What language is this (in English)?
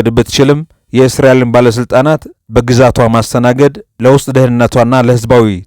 Amharic